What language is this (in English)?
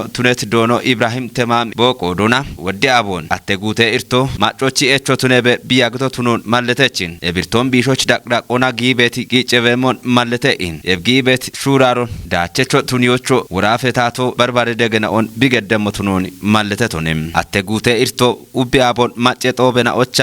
Kafa